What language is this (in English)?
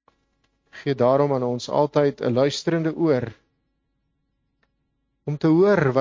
Afrikaans